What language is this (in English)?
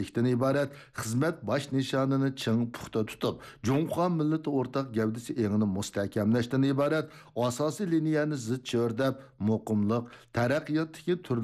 Uyghur